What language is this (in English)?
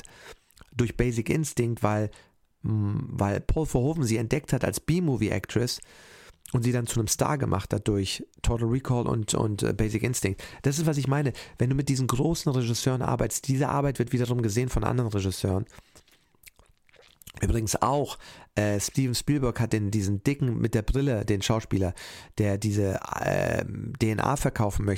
German